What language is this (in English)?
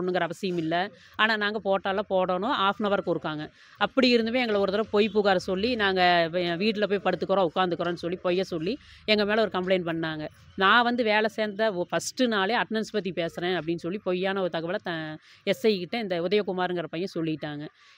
Tamil